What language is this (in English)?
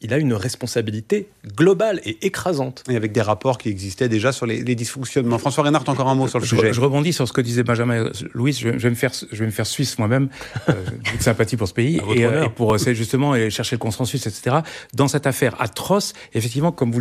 French